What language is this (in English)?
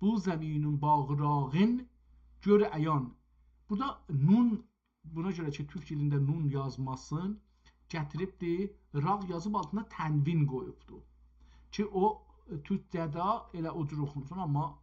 South Azerbaijani